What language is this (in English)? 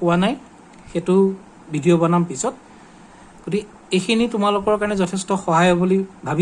Assamese